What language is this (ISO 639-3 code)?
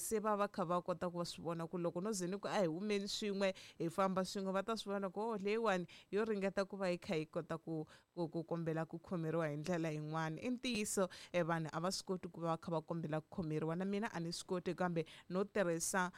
tso